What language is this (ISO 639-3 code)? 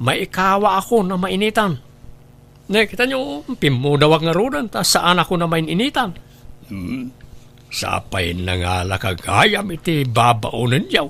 ilo